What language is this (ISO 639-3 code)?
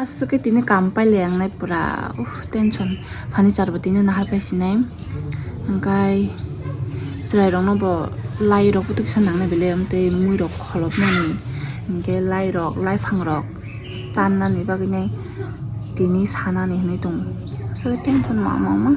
trp